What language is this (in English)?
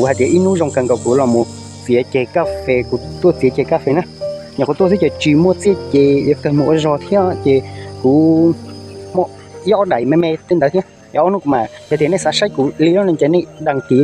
Hmong